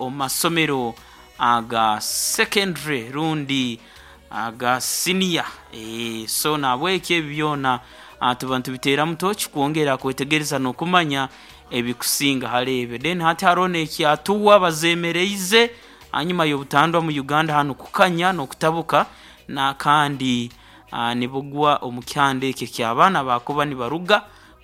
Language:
Nyoro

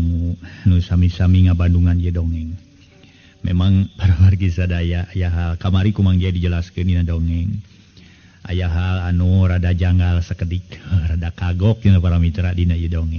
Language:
Sundanese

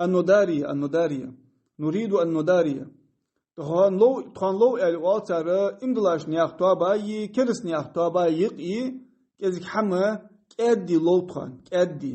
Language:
Ingush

